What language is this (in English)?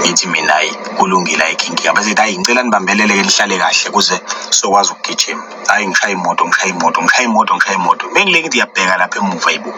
Zulu